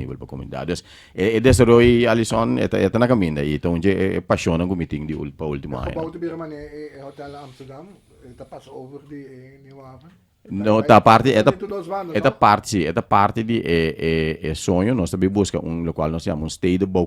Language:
Papiamento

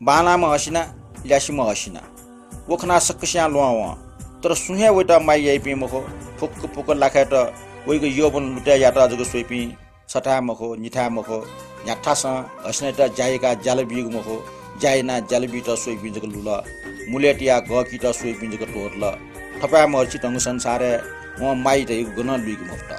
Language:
Newari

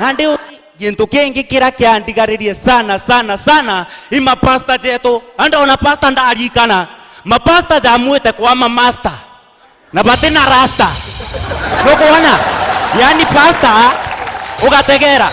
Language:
Meru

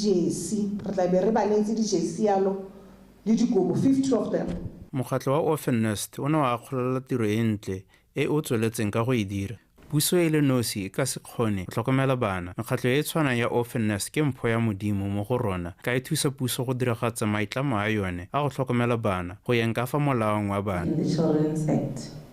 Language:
Tswana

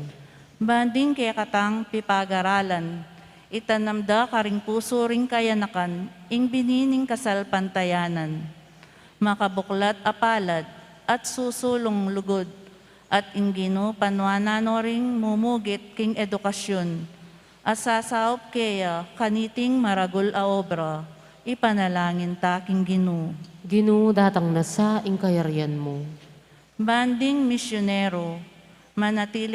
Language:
Pampanga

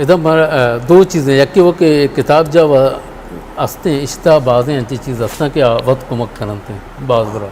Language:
Eastern Balochi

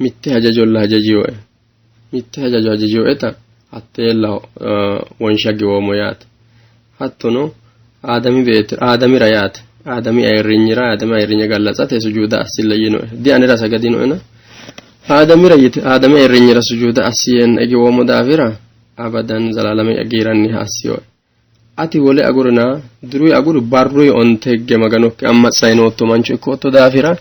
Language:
Sidamo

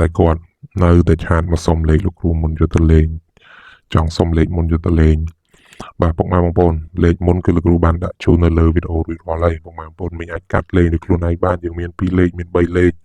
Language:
Khmer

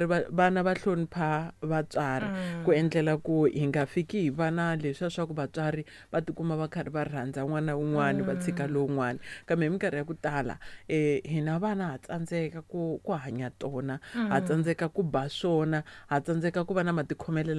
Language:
Tsonga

